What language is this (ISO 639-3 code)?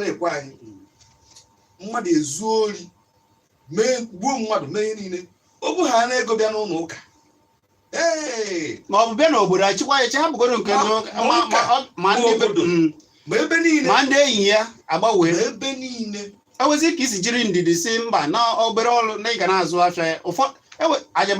ibo